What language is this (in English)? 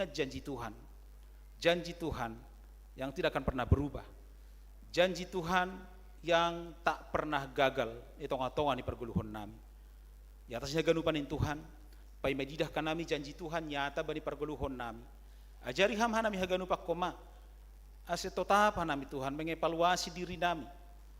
Batak Simalungun